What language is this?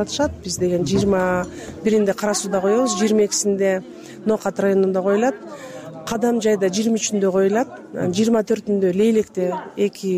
Kyrgyz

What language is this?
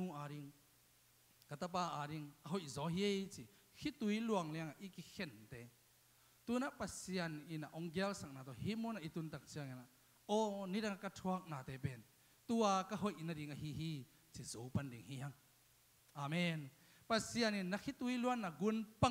Tedim Chin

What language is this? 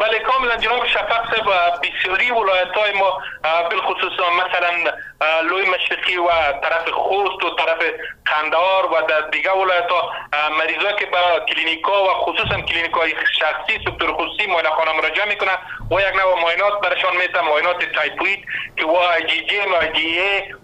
Persian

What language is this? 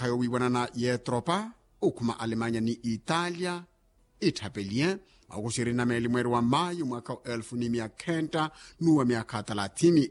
Makhuwa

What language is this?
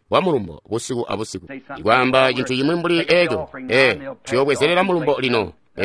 Tonga (Zambia)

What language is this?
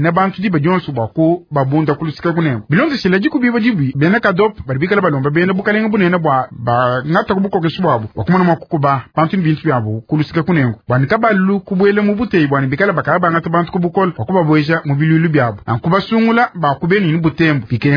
Luba-Lulua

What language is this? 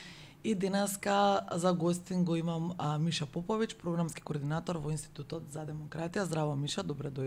Macedonian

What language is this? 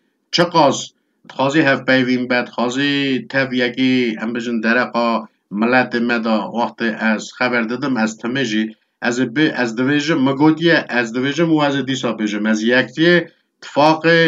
Kurdish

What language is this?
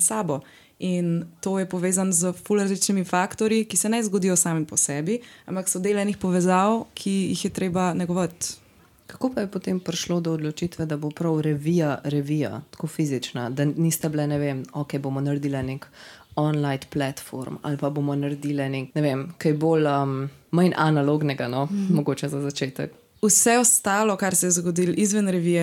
Slovenian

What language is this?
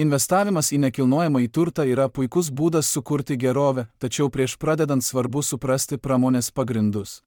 Lithuanian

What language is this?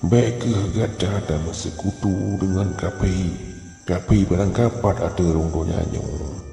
Achinese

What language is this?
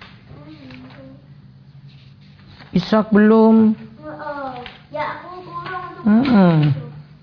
Indonesian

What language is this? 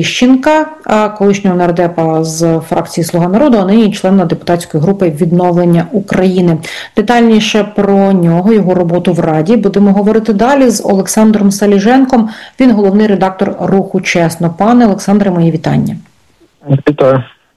Ukrainian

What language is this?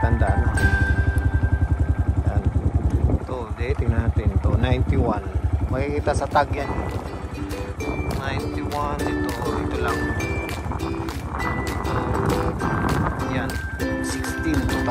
Filipino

